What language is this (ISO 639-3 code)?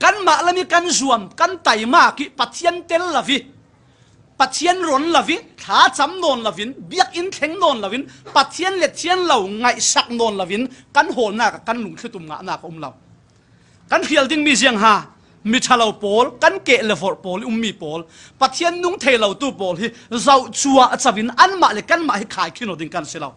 cfm